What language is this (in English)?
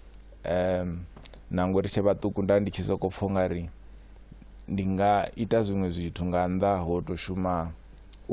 Venda